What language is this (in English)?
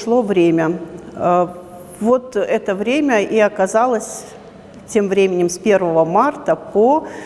Russian